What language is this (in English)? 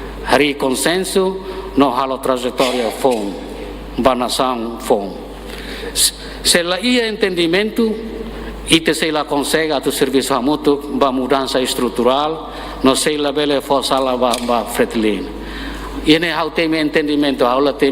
Tetum